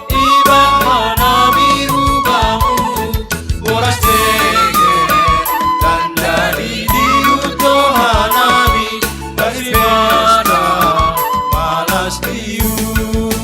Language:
Batak Simalungun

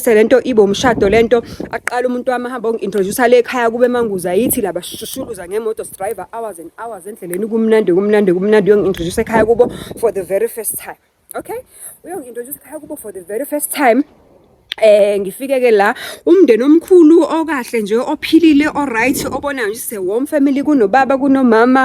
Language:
Zulu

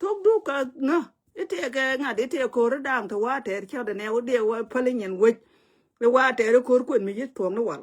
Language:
Nuer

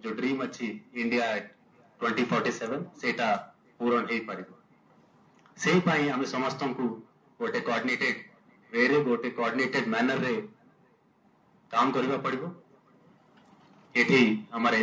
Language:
Odia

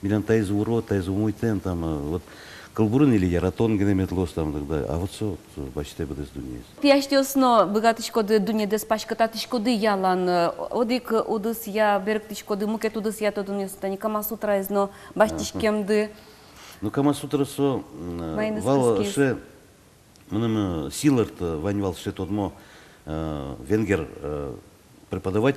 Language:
Udmurt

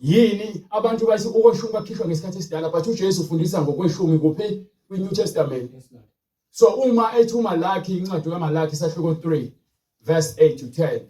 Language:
Zulu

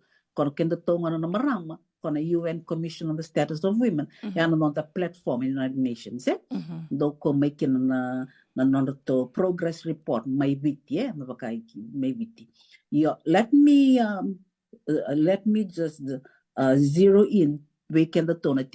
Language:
Fijian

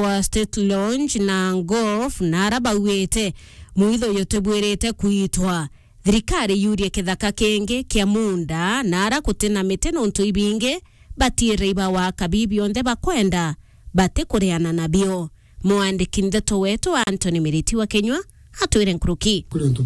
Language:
Meru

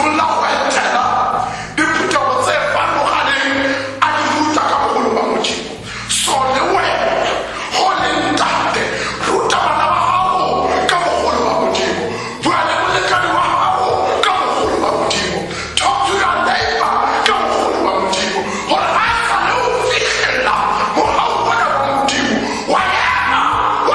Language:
Tswana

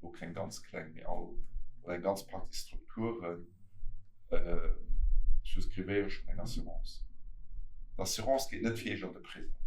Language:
Luxembourgish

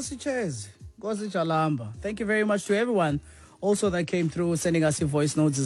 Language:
Xhosa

